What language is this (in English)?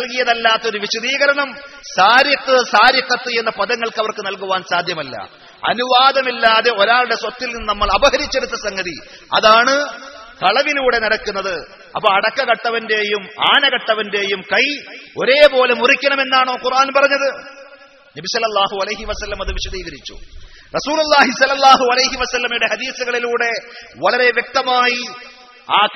Malayalam